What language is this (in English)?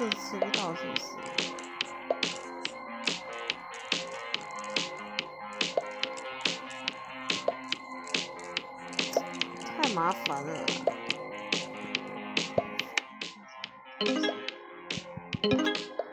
Chinese